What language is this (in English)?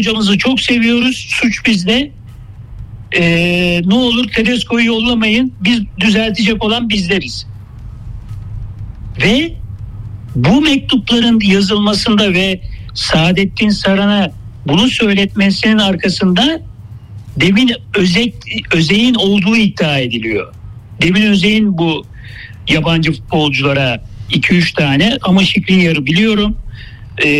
Turkish